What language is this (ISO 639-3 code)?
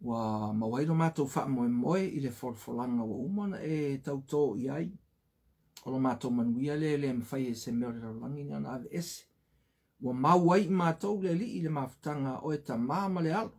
smo